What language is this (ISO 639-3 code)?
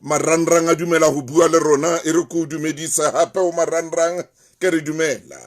sot